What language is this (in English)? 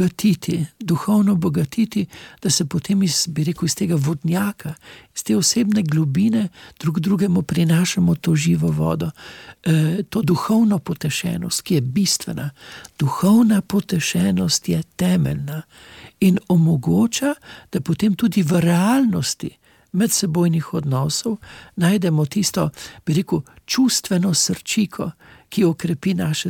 Slovenian